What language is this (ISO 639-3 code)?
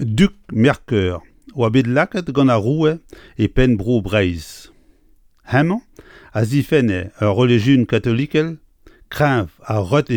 bre